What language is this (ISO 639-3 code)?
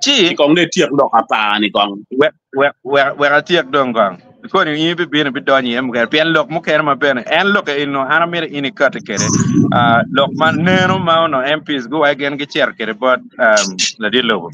ach